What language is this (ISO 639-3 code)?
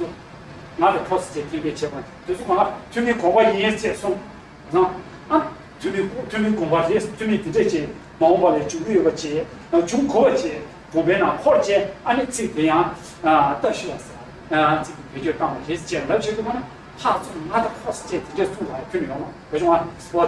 bod